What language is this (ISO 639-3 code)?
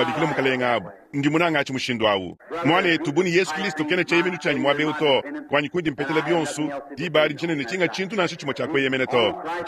lua